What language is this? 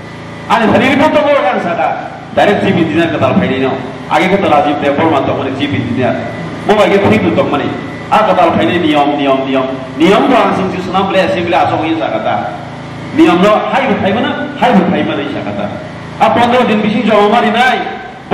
Kok Borok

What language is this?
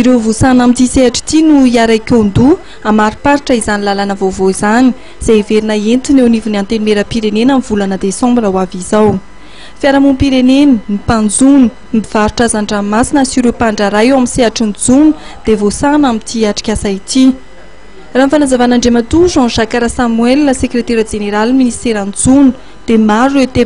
Malagasy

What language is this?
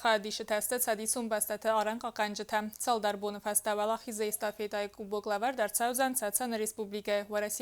Ossetic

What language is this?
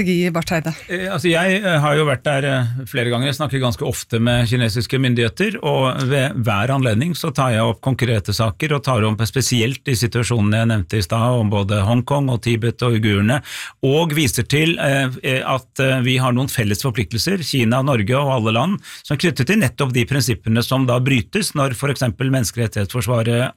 Norwegian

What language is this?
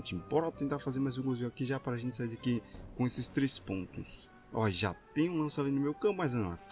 Portuguese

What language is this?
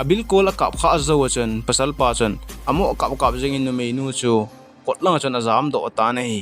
Thado Chin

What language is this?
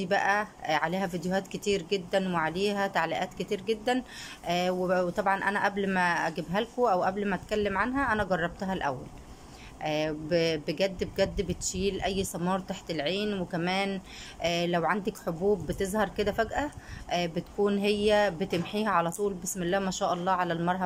Egyptian Arabic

